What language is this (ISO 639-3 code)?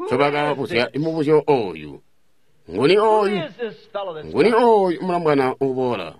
toi